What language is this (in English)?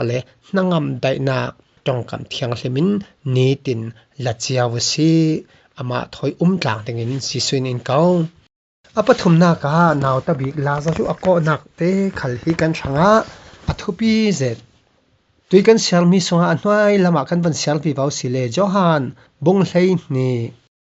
Falam Chin